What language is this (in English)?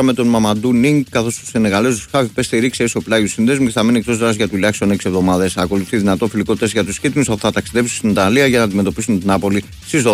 Greek